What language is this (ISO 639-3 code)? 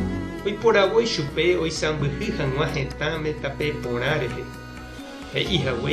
grn